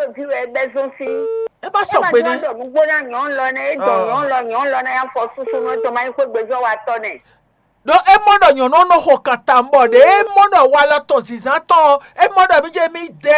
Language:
Fon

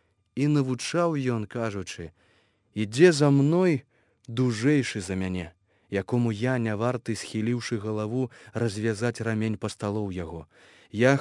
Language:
Belarusian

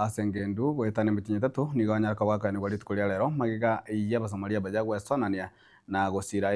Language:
Gusii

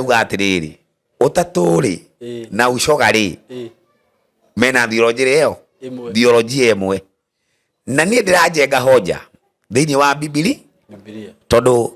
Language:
Kikuyu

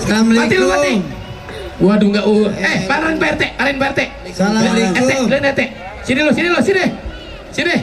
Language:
Betawi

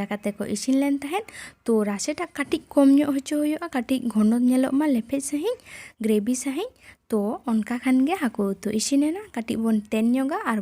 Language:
Santali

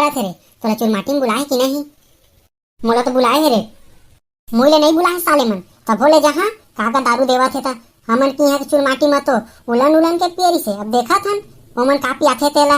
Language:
Chhattisgarhi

